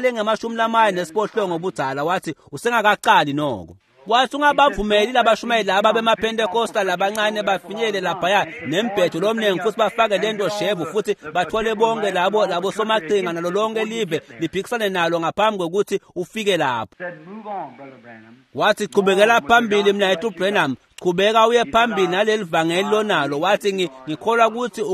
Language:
Swati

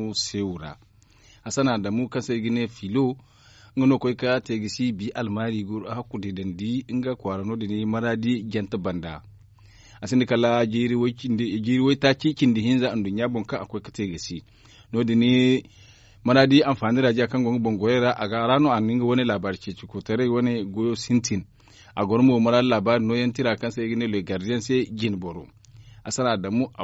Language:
Zarma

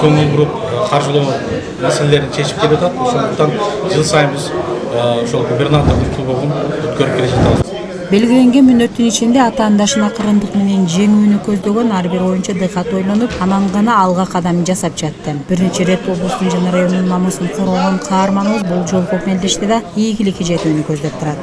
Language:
Kyrgyz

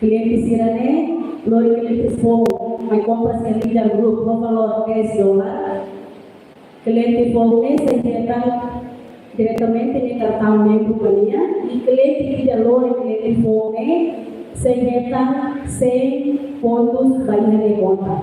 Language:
Tetum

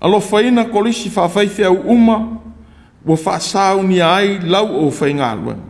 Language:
Samoan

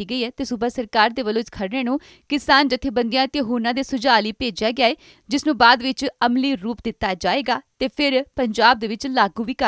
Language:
Punjabi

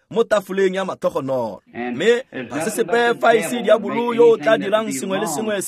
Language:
Tswana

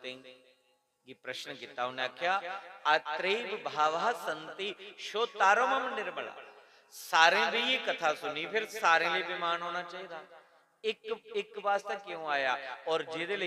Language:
Dogri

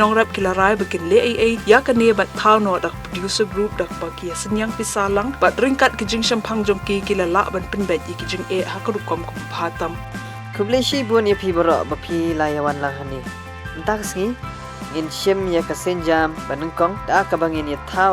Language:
Khasi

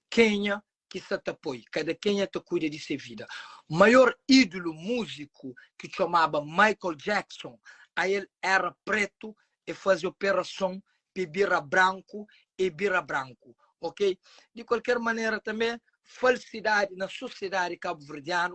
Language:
Kabuverdianu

